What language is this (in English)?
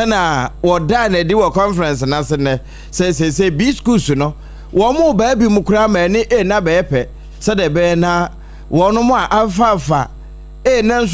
Akan